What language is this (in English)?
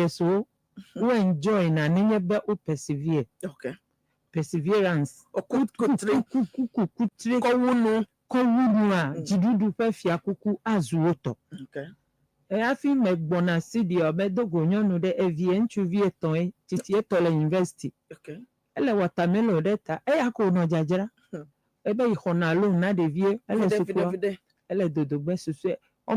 Ewe